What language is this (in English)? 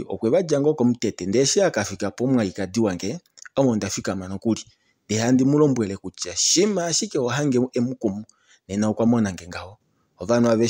Kuanyama